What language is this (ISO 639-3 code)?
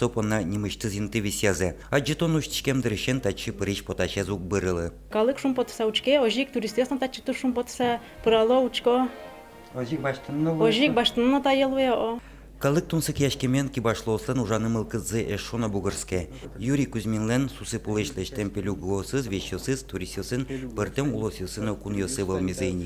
udm